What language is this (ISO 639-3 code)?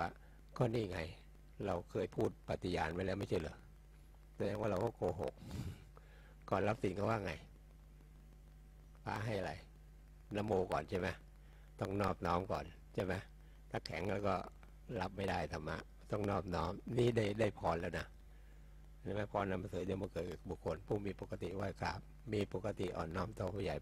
tha